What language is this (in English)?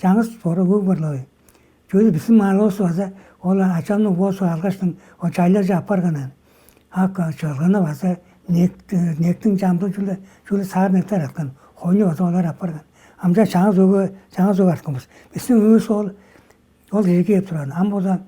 Tuvinian